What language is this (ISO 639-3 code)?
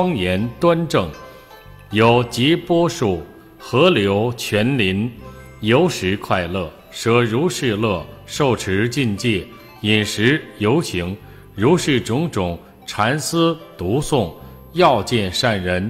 zho